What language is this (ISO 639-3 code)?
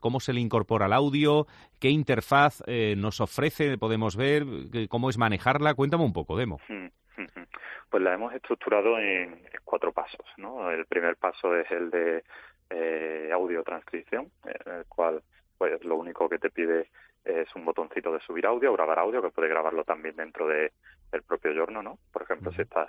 spa